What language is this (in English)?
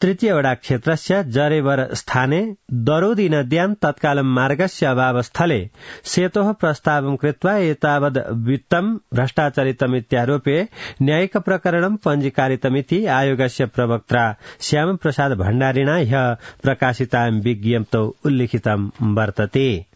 Sanskrit